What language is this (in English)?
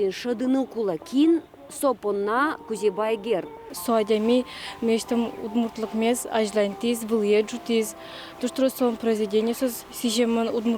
Udmurt